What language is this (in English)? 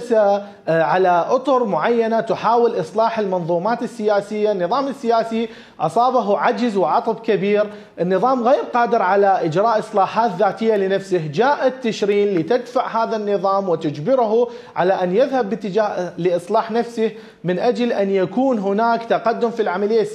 Mesopotamian Arabic